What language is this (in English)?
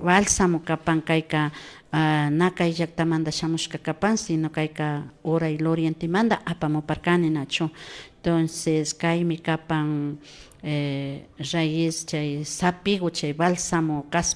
Imbabura Highland Quichua